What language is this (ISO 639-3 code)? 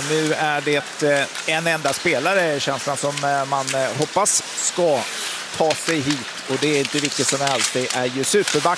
swe